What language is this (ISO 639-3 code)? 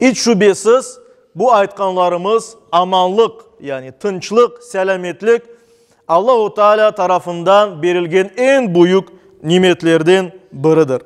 crh